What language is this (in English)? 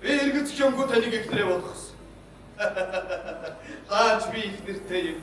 Mongolian